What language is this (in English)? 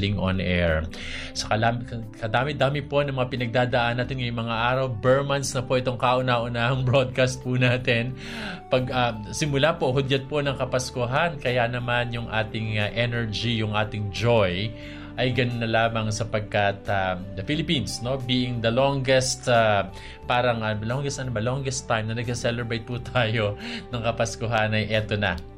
Filipino